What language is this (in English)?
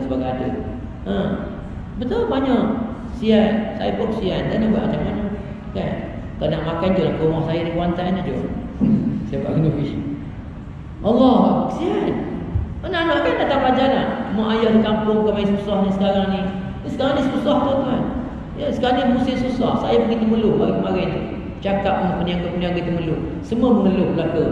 Malay